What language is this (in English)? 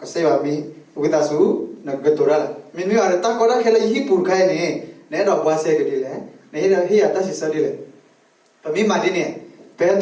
S'gaw Karen